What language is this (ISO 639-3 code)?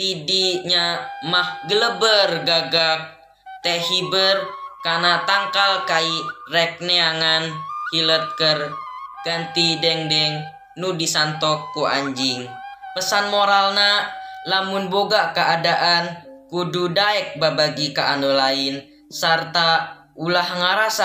sun